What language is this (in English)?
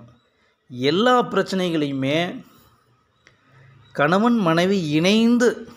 Tamil